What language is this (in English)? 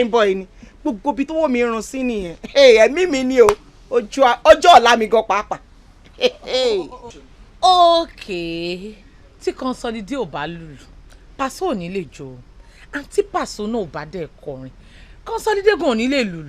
Yoruba